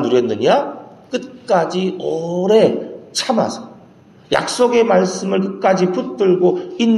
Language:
Korean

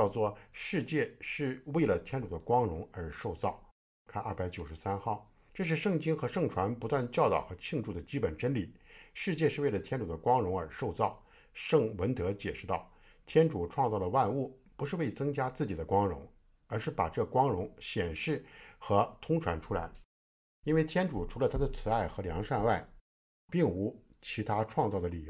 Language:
Chinese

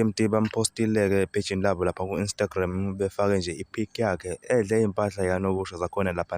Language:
Zulu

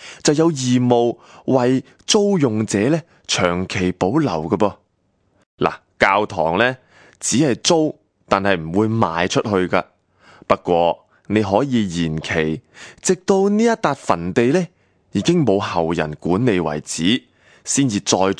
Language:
Cantonese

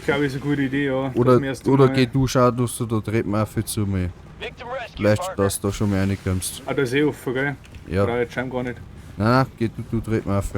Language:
Bavarian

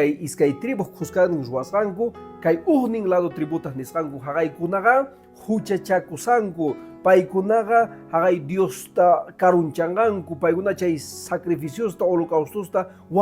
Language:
Quechua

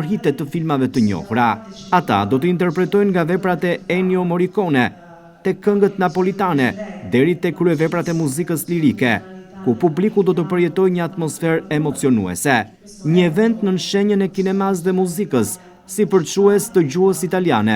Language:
Albanian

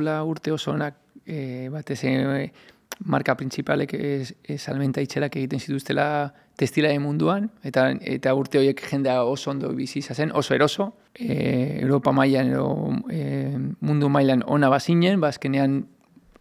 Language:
Basque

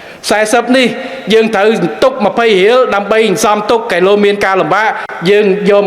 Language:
Khmer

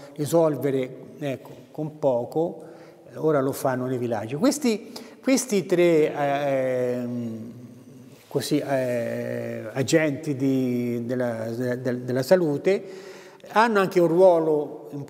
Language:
Italian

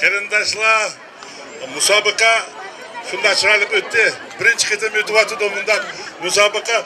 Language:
Uyghur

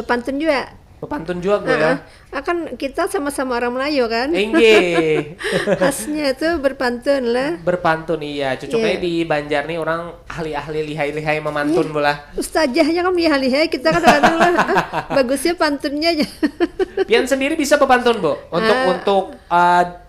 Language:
Banjar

